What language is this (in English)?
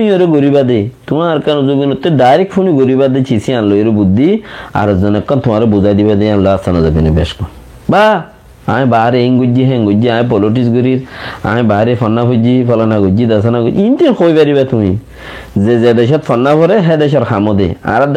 Rohingya